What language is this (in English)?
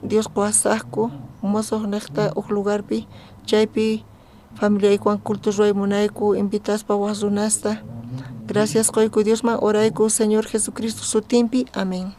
South Bolivian Quechua